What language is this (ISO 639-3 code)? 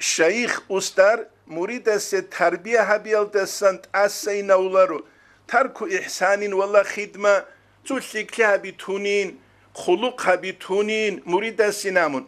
ava